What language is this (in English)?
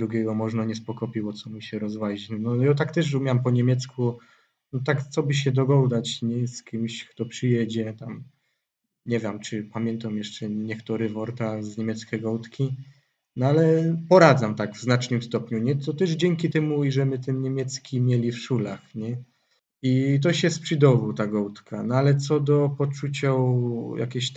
Silesian